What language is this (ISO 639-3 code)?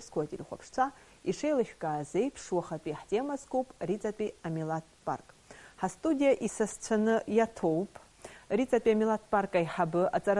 abk